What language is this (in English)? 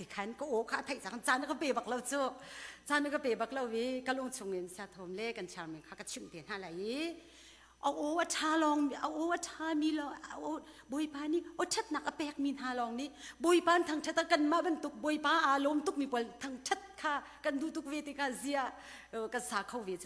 Hakha Chin